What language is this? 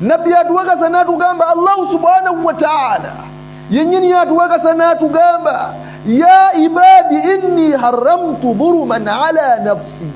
Ganda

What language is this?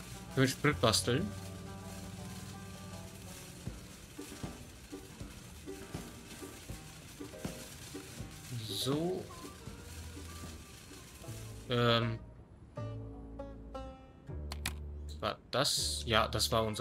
German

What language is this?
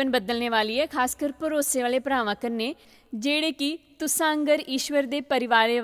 Dogri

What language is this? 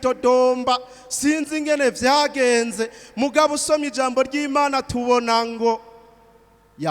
Rundi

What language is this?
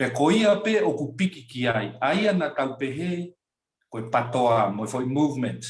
Tongan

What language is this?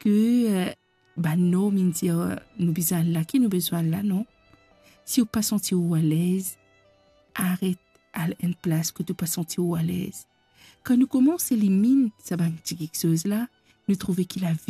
Morisyen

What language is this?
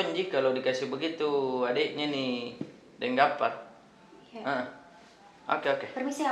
Makassar Malay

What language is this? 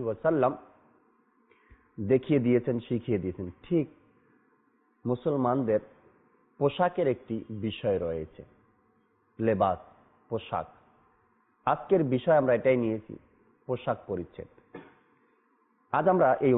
Bangla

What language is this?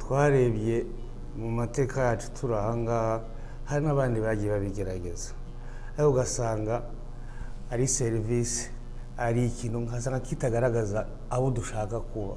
Kinyarwanda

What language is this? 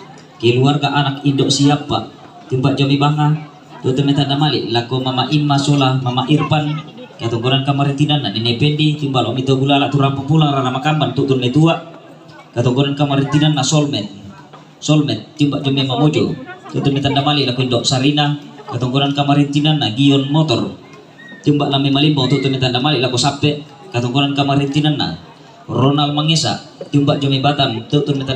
Toraja-Sa'dan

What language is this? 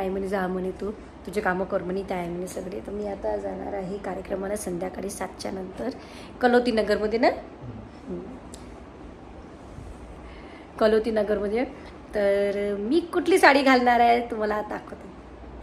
Marathi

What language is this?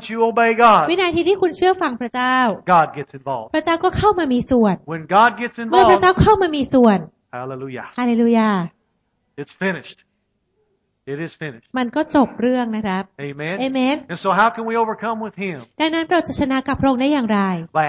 Thai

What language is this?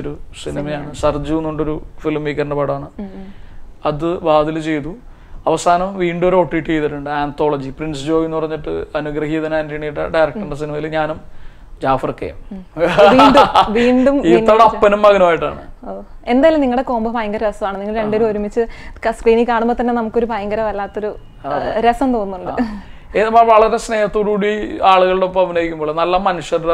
Malayalam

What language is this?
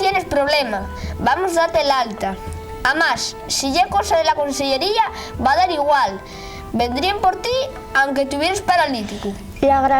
Asturian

